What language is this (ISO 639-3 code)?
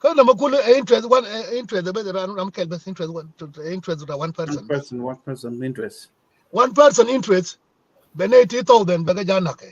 nus